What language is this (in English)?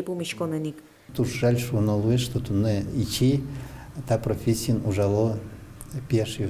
Udmurt